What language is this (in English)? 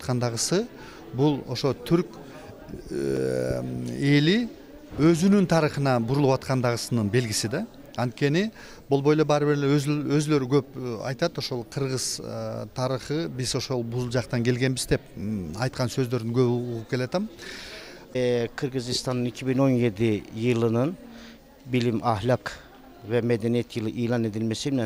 Kyrgyz